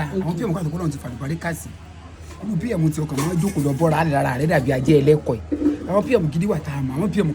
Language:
Yoruba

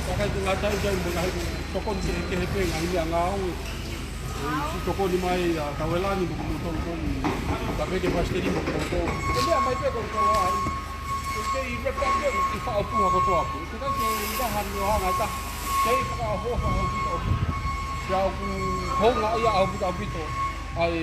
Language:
Tongan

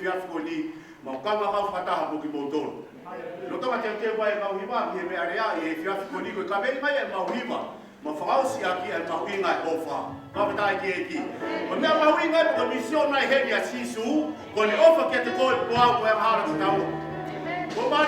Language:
Tongan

